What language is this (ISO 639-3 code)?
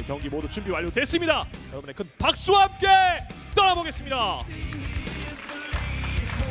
kor